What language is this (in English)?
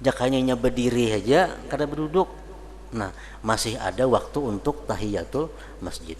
Banjar